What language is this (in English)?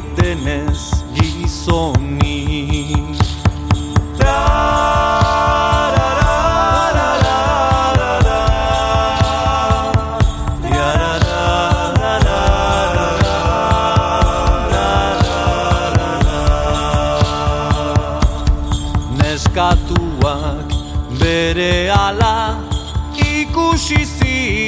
Basque